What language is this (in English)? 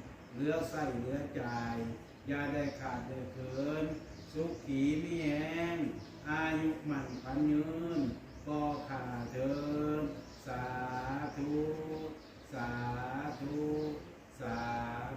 Northeastern Thai